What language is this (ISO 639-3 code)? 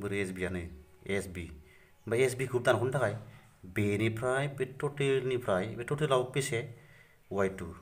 brx